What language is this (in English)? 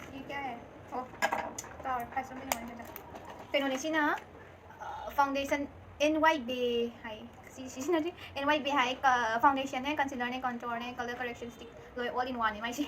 Manipuri